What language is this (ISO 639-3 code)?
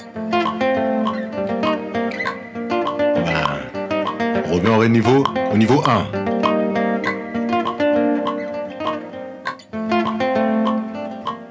fra